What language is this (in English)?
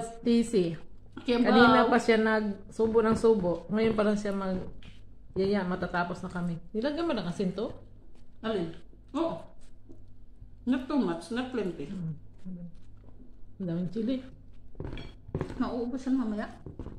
Filipino